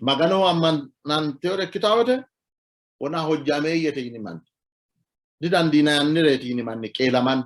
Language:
Sidamo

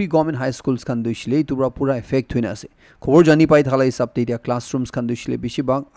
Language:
Naga Pidgin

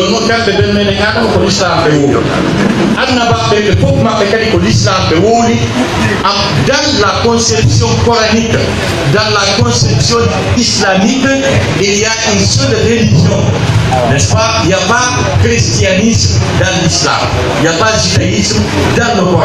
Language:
Pular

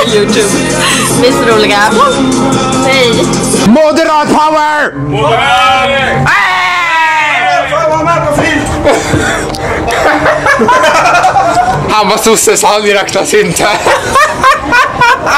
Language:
Swedish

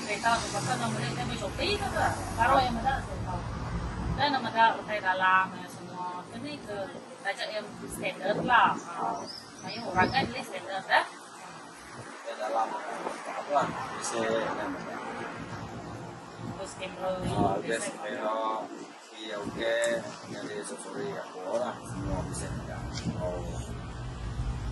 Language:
Malay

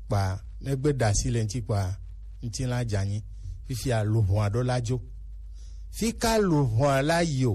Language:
Gen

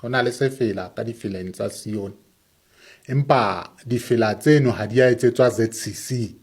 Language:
Southern Sotho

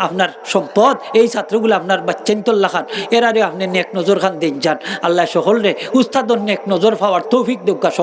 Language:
Sylheti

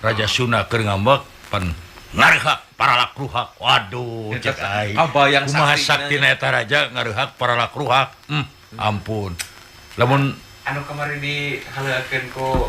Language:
Sundanese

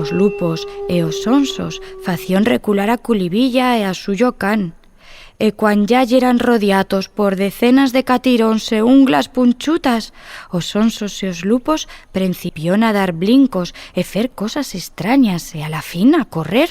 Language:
Aragonese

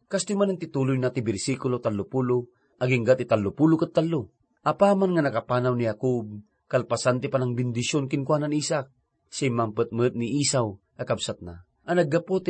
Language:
Iloko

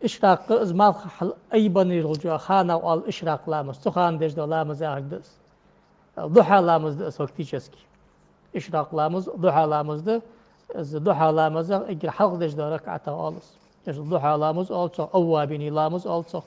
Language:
Ingush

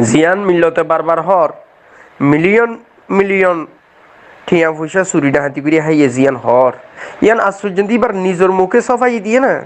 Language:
Rohingya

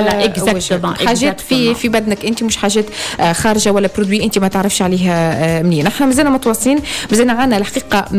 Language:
Tunisian Arabic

